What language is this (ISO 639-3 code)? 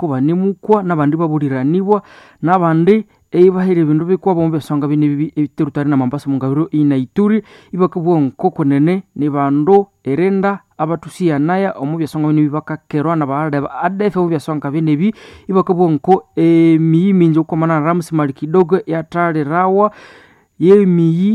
nnb